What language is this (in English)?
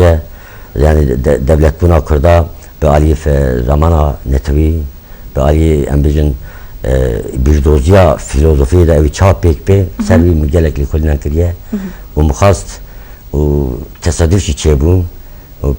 Kurdish